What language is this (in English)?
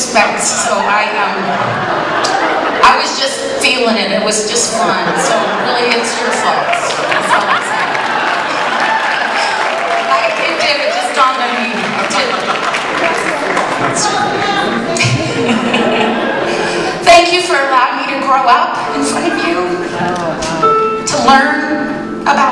English